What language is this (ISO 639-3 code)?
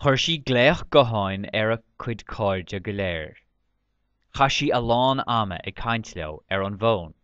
gle